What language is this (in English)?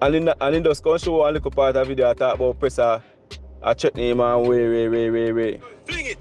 Jamaican Creole English